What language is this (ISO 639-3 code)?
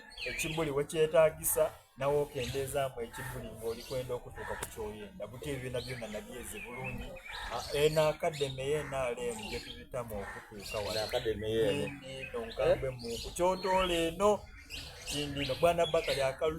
xog